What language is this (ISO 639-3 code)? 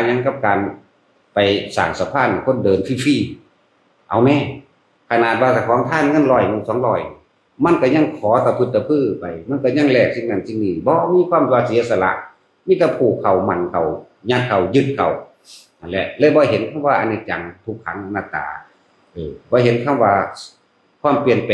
tts